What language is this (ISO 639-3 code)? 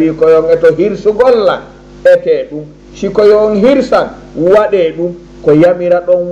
ful